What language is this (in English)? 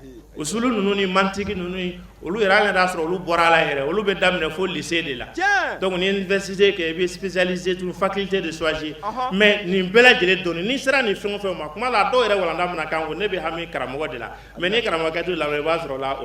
Bambara